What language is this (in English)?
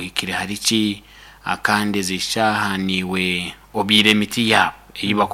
Nyankole